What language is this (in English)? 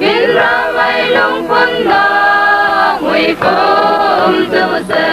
Falam Chin